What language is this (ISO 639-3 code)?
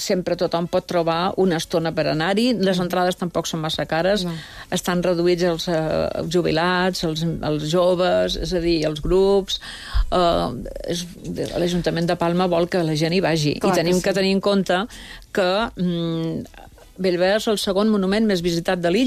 cat